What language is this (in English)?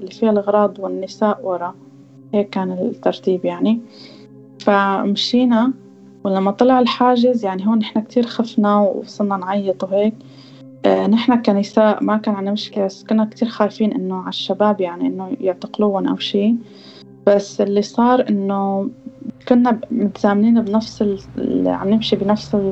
North Levantine Arabic